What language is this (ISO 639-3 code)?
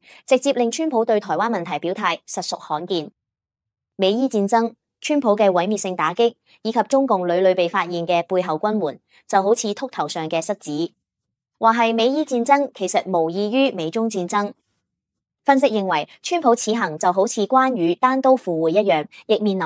yue